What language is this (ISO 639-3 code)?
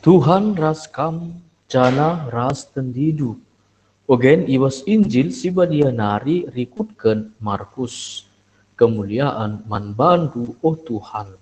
btx